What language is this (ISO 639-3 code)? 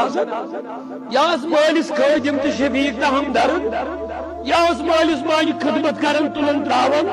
kas